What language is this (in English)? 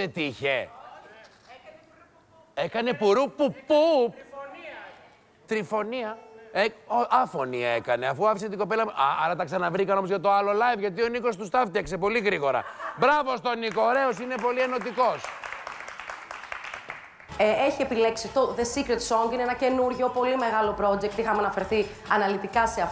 Greek